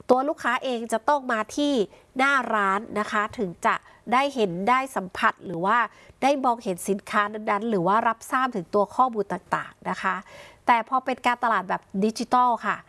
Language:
Thai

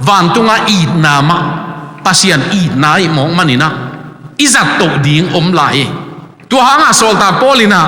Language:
Tedim Chin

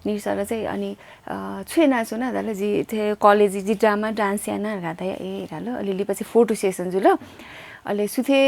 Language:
Newari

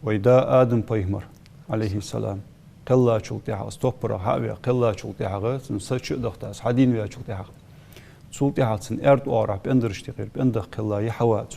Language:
Ingush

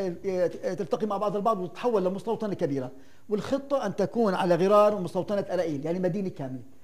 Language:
Arabic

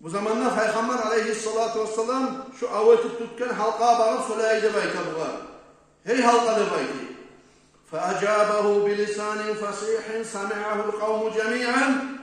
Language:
Kumyk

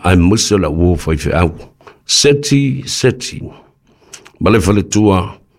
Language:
Samoan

